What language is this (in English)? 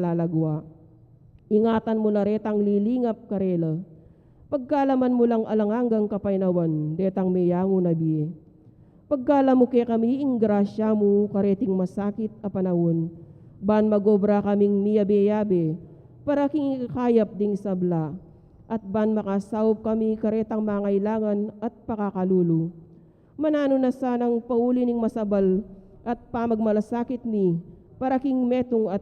Pampanga